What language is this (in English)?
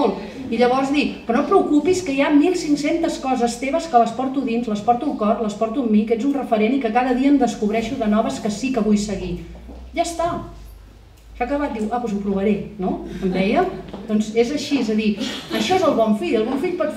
Catalan